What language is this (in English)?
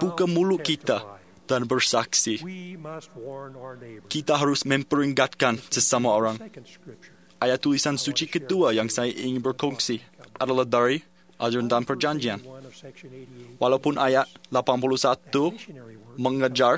Malay